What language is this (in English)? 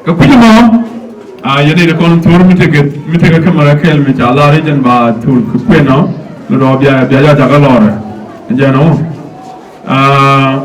Nuer